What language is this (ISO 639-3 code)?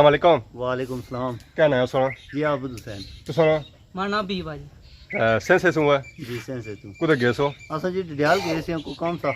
phr